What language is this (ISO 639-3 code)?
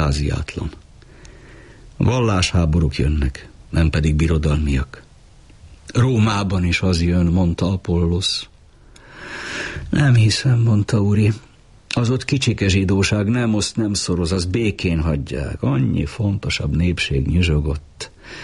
hun